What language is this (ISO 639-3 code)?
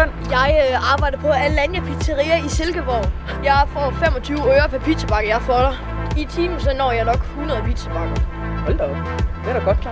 dan